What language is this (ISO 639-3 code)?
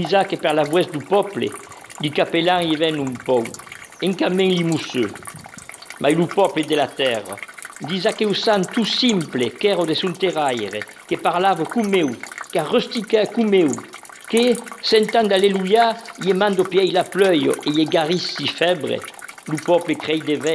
oci